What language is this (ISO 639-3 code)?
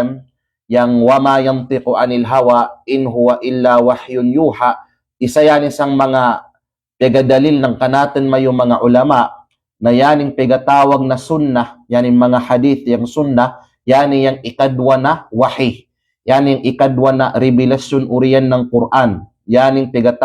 kqe